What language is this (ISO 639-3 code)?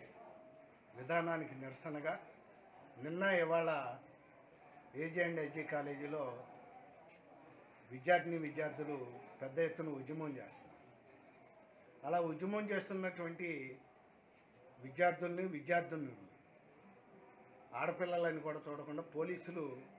tel